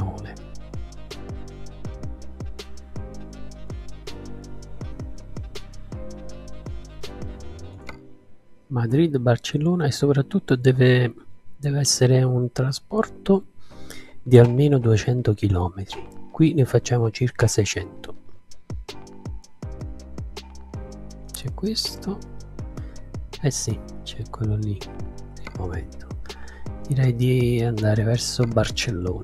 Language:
Italian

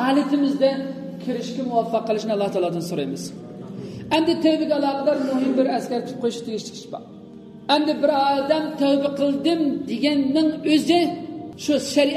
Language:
Uyghur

